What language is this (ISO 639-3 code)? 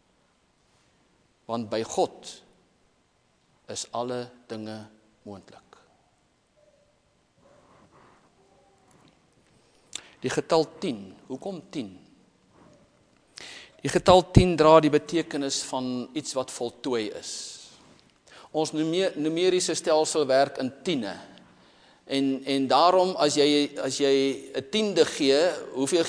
afr